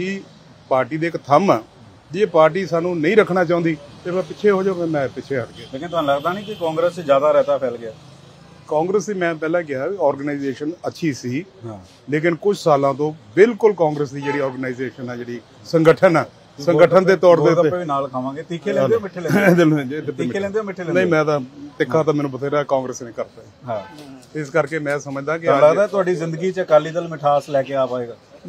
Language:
Punjabi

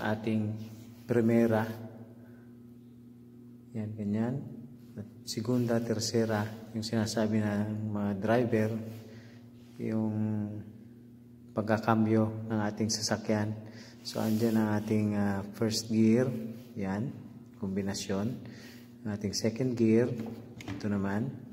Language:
Filipino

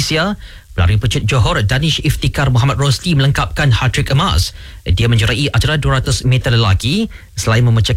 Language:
Malay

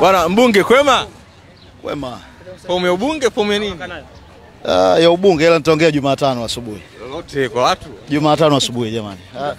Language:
Swahili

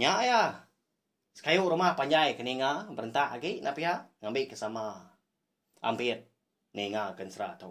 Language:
Iban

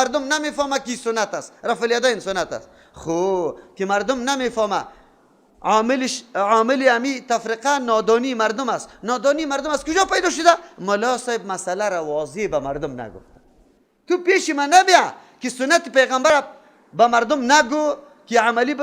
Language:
Persian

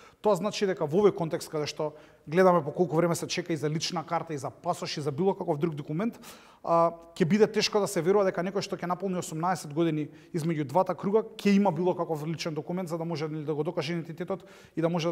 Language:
Macedonian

